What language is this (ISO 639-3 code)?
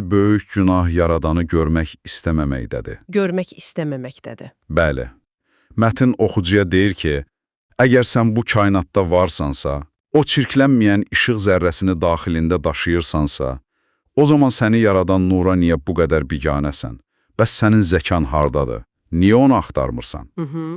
aze